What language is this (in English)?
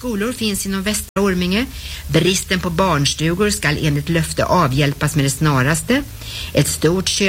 Swedish